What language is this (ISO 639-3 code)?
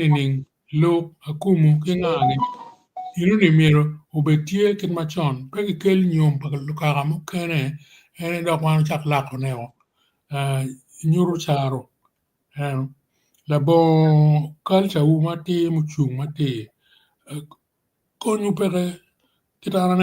ach